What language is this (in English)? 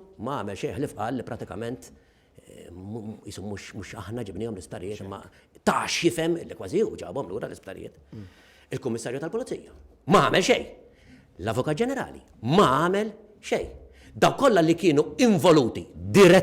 Maltese